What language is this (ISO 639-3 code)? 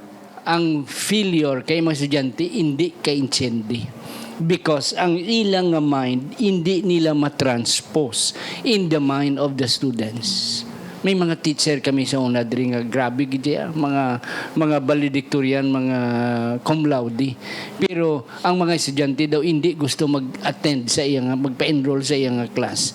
hil